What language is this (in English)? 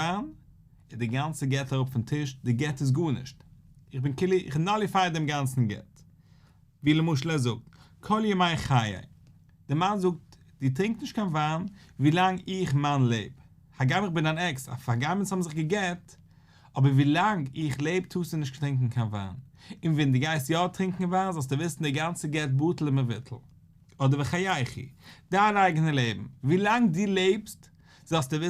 Yiddish